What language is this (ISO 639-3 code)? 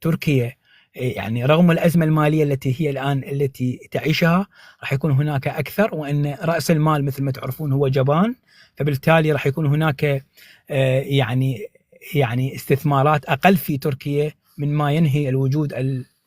apc